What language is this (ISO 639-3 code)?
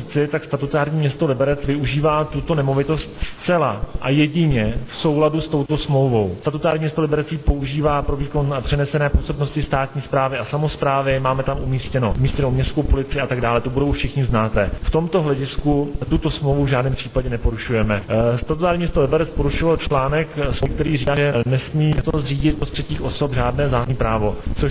ces